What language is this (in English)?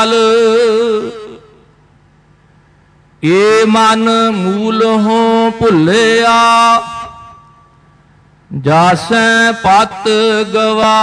Punjabi